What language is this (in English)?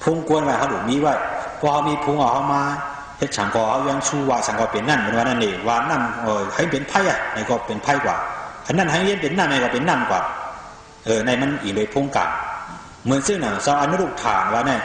Shan